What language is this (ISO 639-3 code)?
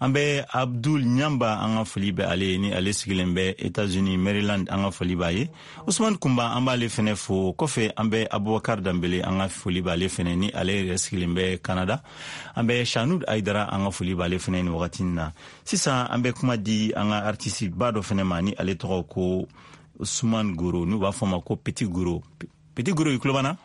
bam